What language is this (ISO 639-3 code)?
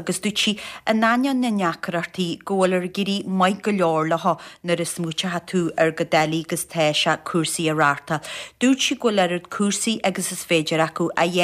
gle